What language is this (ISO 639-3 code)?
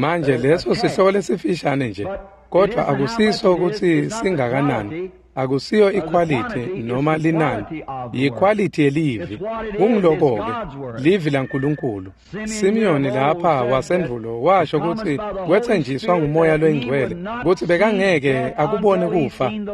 ssw